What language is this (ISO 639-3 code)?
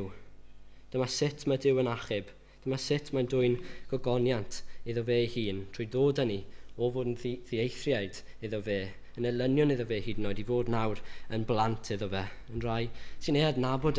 cym